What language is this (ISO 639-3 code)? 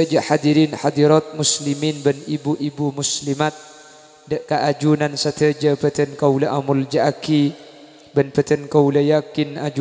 mad